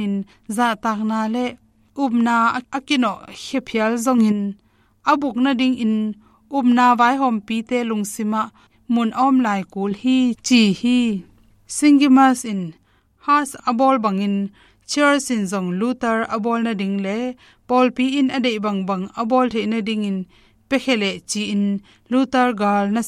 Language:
Tedim Chin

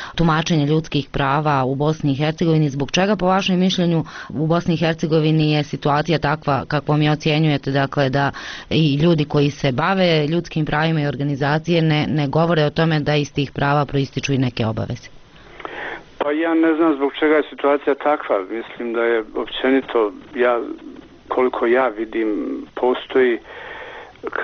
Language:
Bosnian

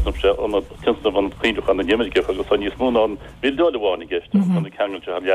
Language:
Irish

